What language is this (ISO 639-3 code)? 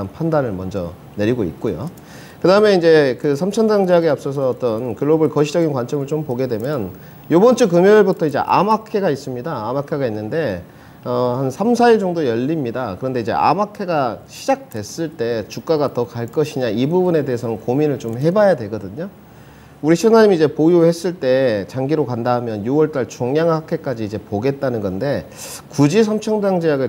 kor